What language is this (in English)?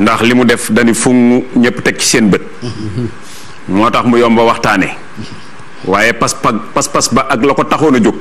Wolof